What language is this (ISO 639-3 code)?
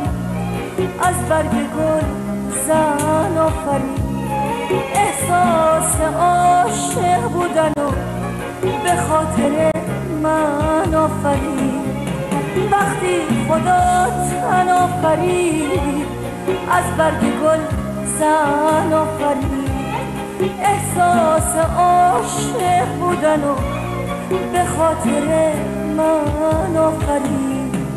fas